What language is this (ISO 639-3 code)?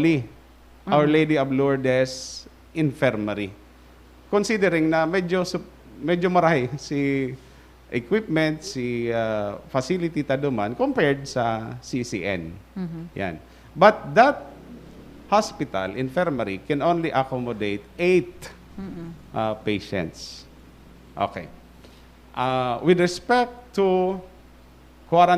bik